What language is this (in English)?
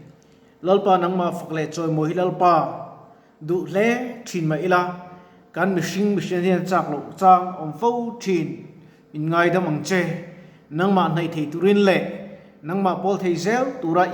Mizo